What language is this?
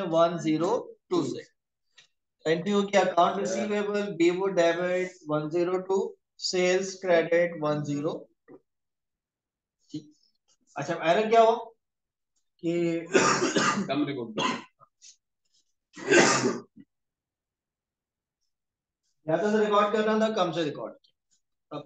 Hindi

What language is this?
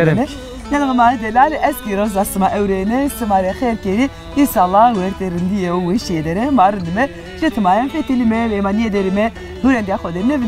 Zaza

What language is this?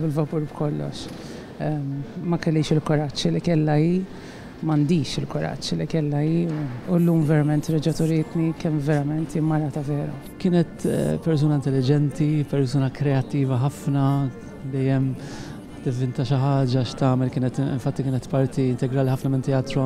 Maltese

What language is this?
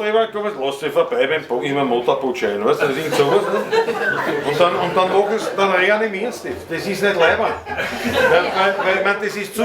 Bavarian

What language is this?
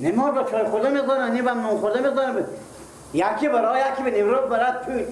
Persian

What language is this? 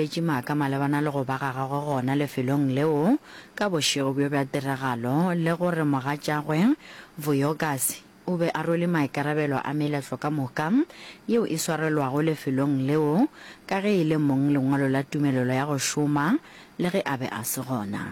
Northern Sotho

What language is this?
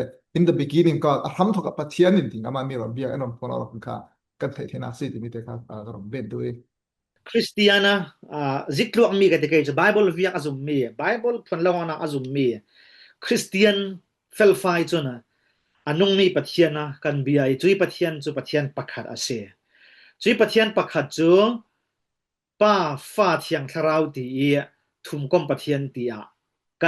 Falam Chin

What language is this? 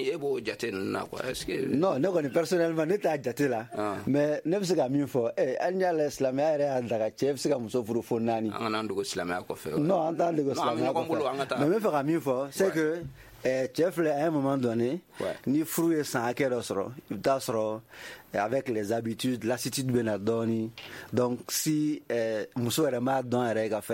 Bambara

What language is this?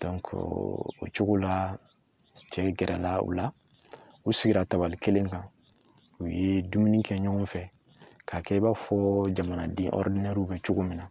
Bambara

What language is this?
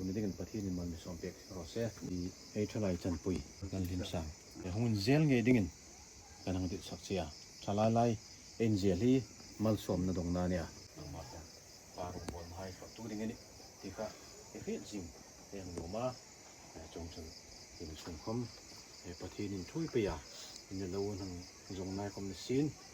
Hmar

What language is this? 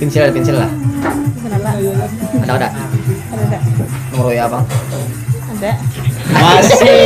Banjar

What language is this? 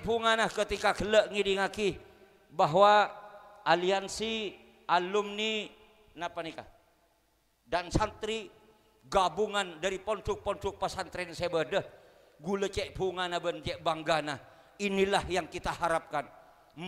Madurese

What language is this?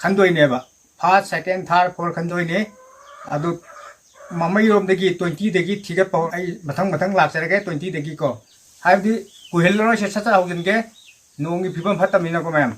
Manipuri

